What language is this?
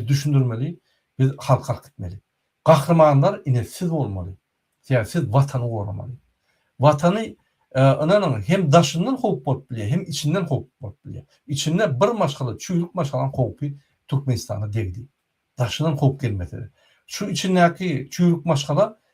Turkmen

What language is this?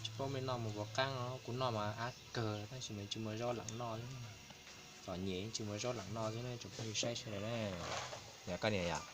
Hmong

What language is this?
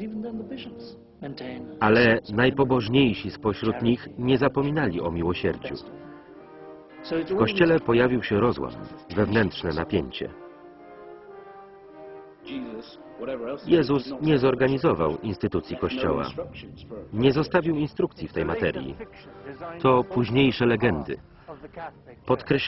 Polish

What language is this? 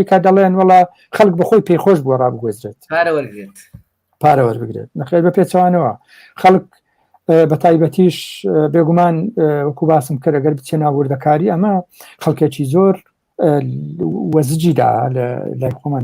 Central Kurdish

